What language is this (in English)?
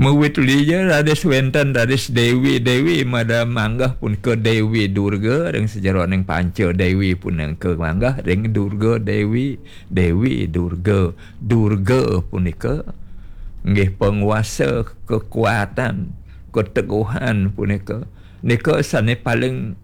Balinese